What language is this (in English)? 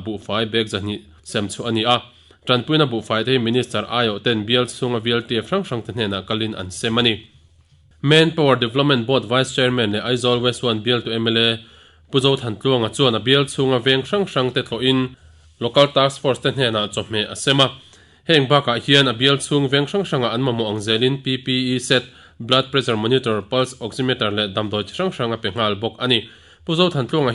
Mizo